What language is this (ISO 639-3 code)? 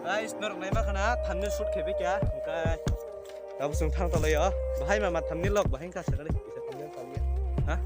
trp